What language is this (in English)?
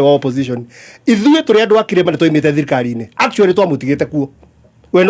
Kikuyu